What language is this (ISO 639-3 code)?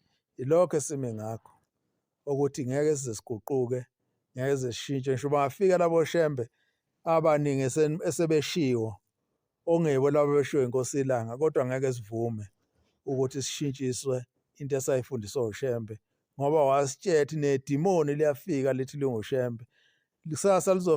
zul